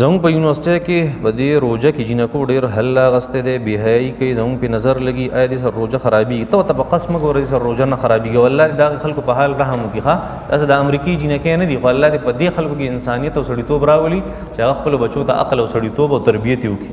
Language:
Pashto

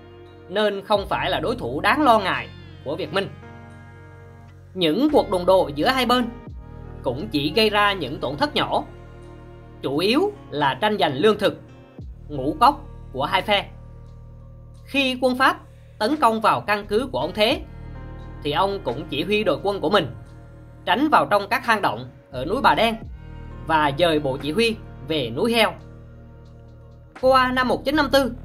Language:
Vietnamese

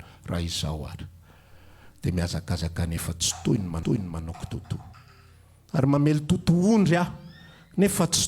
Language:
Malagasy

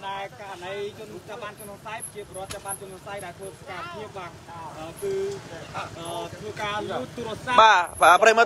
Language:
Khmer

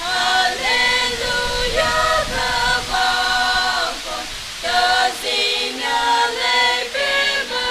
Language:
Tangkhul Naga (India)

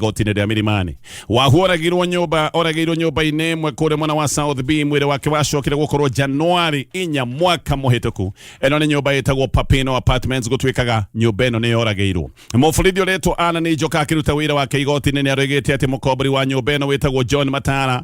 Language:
Kikuyu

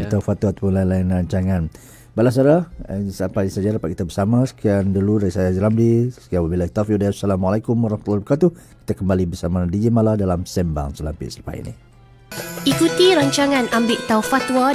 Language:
Malay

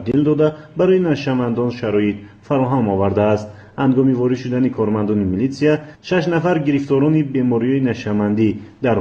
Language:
Tajik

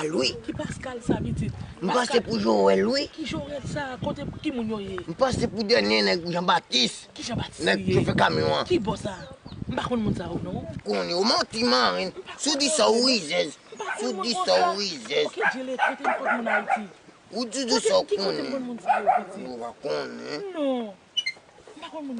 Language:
Haitian Creole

